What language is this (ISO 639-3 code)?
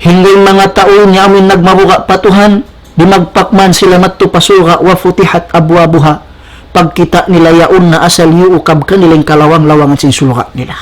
tsg